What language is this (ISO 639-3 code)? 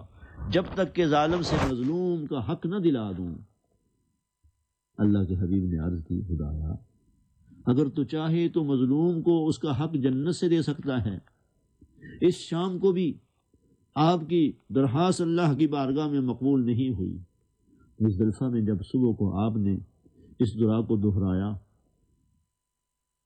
urd